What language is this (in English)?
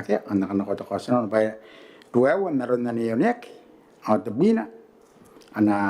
Gilbertese